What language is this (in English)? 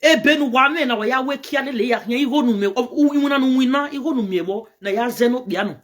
Nigerian Pidgin